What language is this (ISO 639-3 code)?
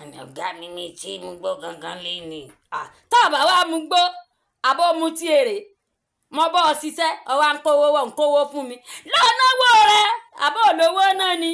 yor